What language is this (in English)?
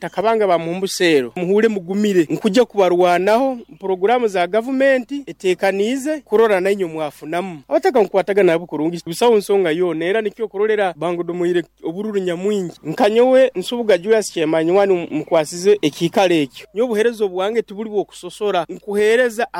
Nyoro